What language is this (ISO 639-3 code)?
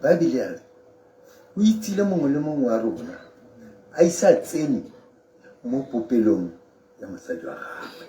tsn